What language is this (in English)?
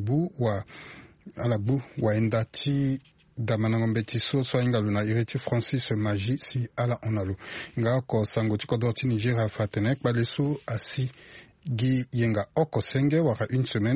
Sango